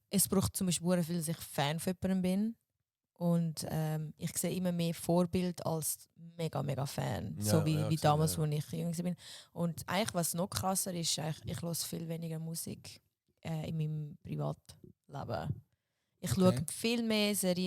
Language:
Swiss German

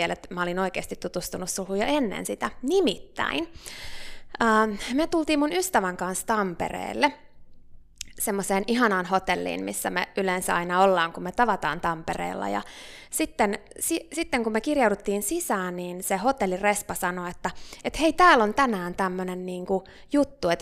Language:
Finnish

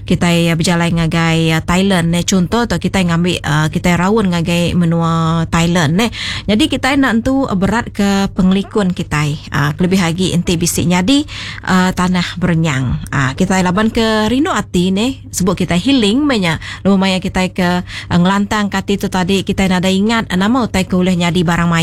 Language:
Iban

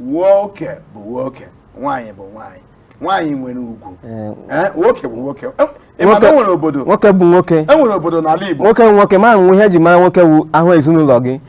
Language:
Igbo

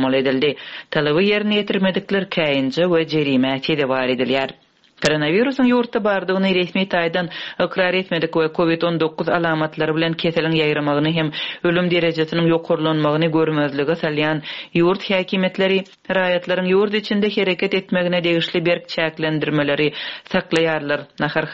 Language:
Turkmen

